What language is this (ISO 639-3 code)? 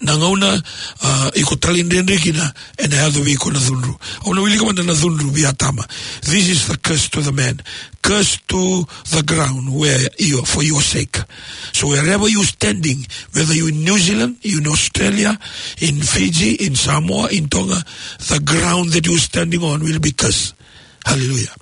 fij